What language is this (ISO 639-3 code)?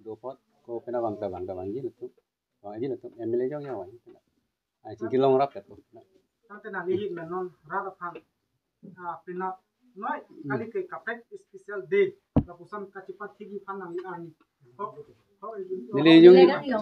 mjw